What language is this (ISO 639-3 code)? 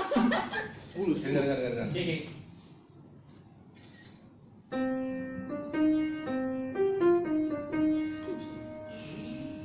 msa